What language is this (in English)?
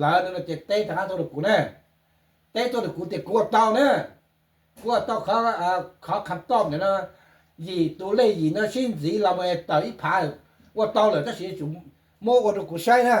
Hmong